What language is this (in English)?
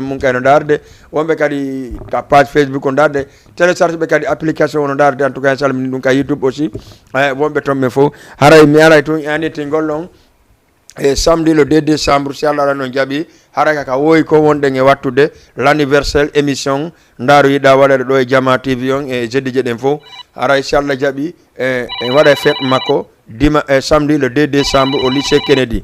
Fula